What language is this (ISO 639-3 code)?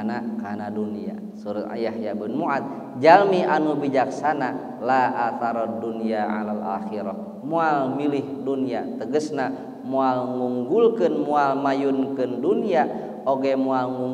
sun